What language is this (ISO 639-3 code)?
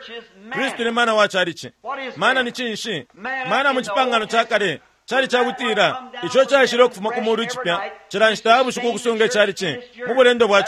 bem